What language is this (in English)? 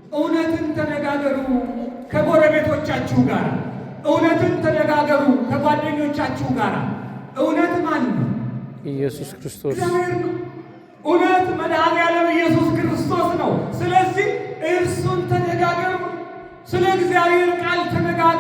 Amharic